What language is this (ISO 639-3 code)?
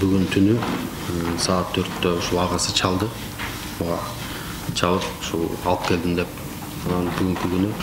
kir